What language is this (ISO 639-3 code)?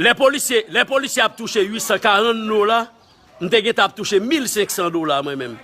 hat